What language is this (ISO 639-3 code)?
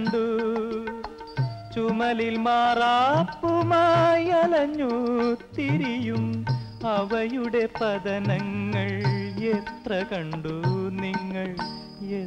mal